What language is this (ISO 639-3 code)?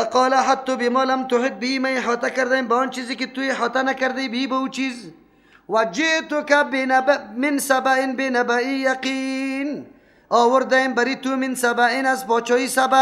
fas